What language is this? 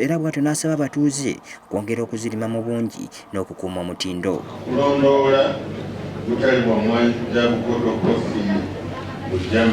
Ganda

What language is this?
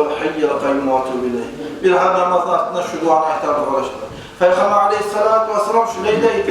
Kumyk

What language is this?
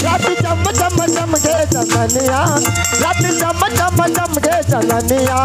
Chhattisgarhi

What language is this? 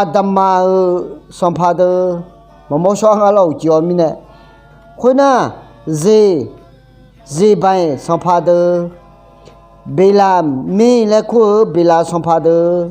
Akha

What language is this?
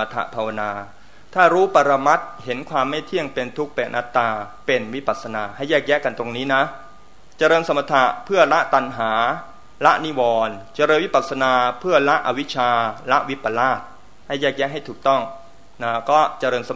Thai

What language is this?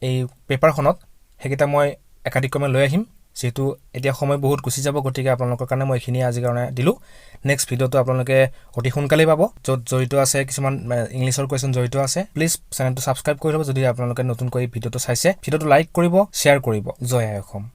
Assamese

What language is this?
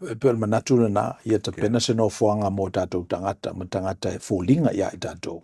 Samoan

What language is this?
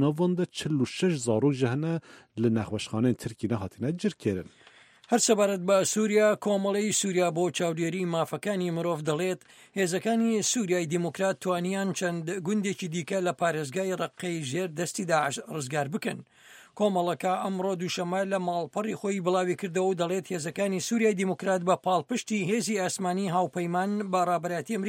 Central Kurdish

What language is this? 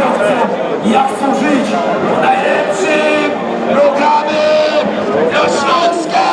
Silesian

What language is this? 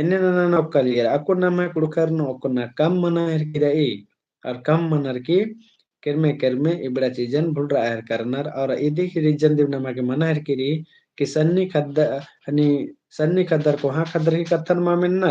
Kurukh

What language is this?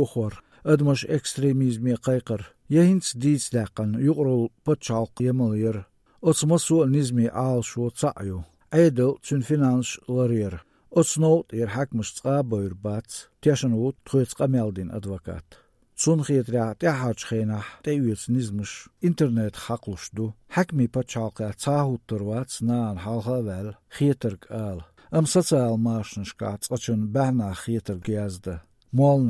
Chechen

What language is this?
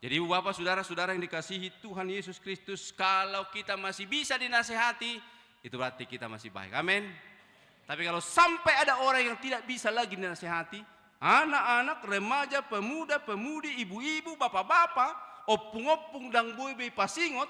Batak Toba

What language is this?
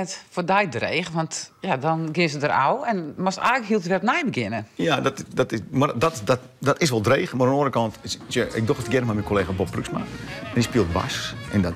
Western Frisian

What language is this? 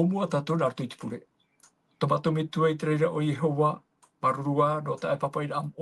Tahitian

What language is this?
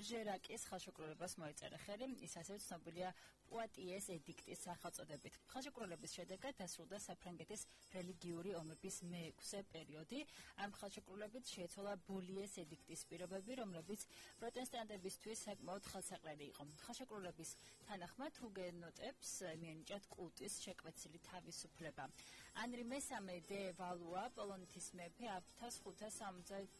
Georgian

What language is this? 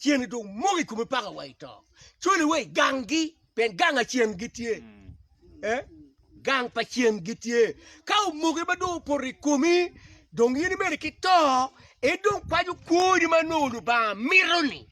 Acoli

